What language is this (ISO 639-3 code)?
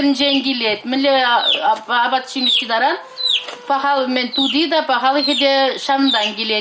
chv